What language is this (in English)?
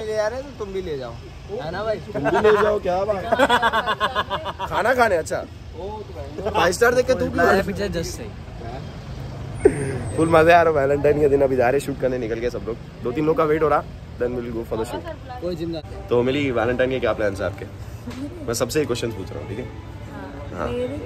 Hindi